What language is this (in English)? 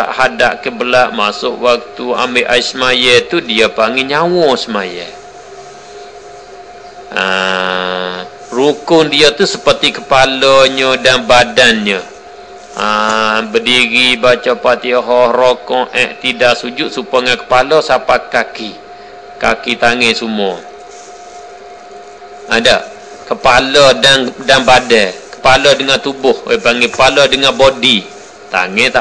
Malay